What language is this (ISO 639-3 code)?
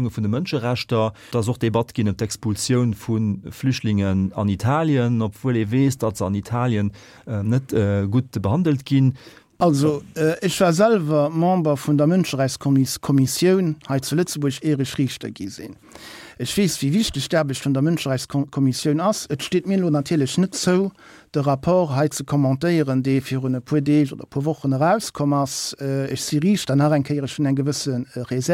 ltz